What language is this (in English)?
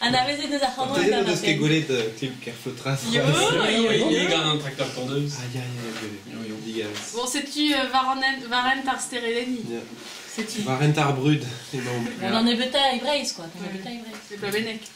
Breton